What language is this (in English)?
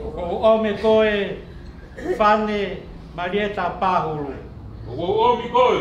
Tongan